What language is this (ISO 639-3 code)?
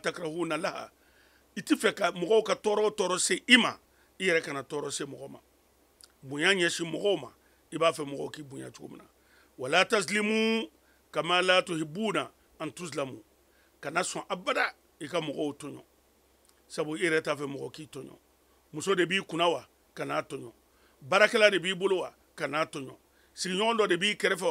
man